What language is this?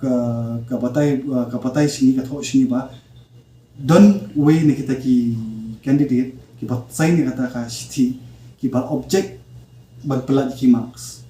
Khasi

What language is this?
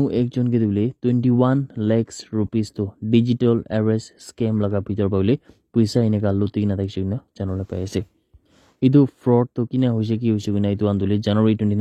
Naga Pidgin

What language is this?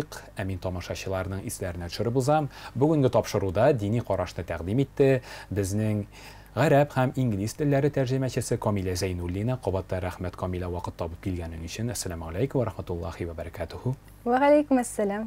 Tatar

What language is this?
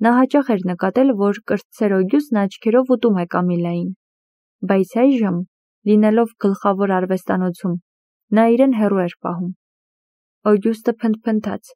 Armenian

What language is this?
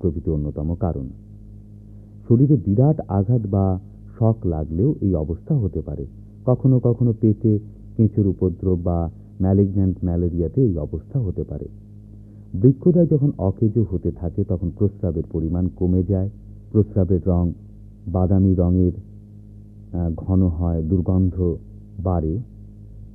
Bangla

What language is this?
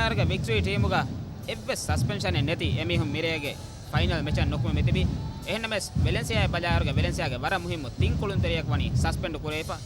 Divehi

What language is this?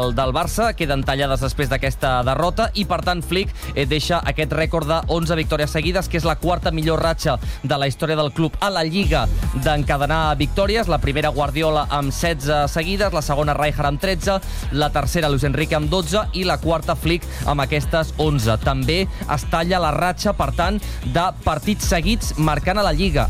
Catalan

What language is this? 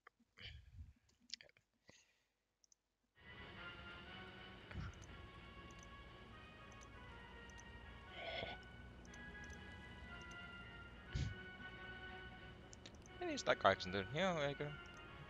Finnish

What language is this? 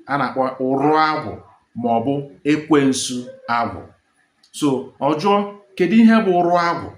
Igbo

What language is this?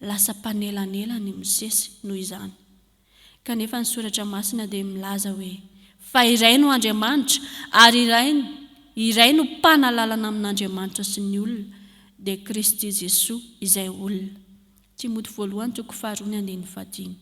Malagasy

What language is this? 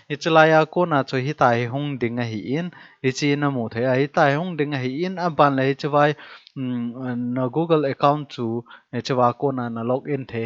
Thado Chin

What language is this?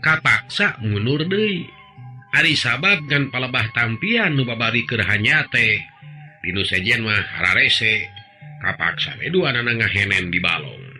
Sundanese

